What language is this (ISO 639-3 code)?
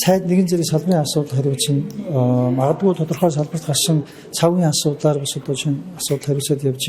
mon